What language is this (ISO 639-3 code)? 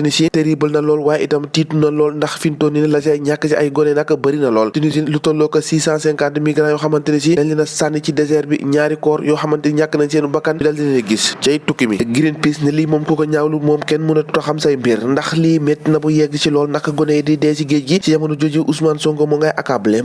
wol